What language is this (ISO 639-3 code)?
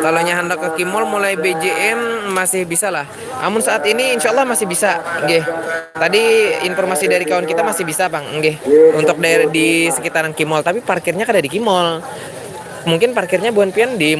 bjn